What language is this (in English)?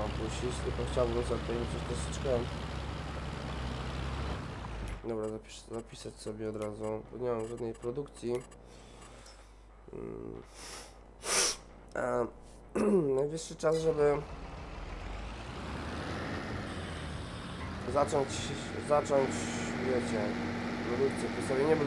Polish